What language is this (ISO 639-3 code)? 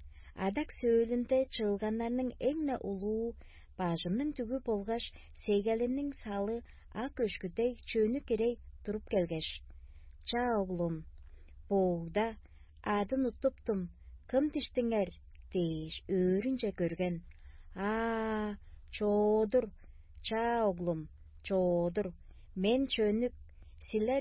tyv